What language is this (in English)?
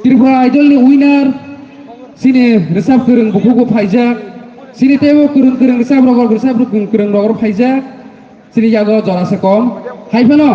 Kok Borok